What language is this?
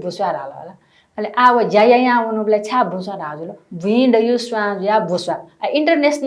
Newari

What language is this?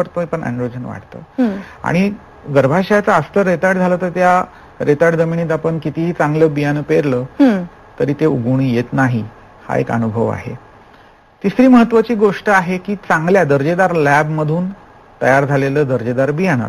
Marathi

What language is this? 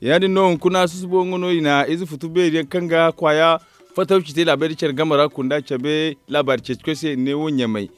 Zarma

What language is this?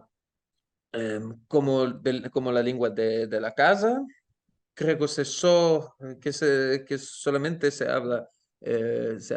Ladino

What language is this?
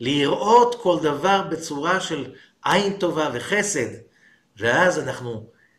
Hebrew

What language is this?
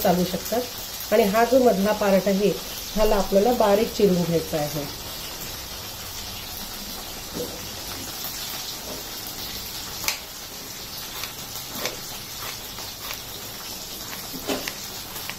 Marathi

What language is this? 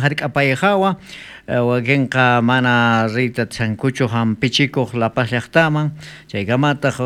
South Bolivian Quechua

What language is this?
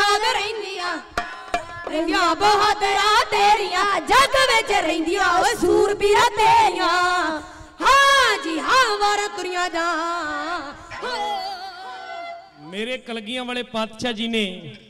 Punjabi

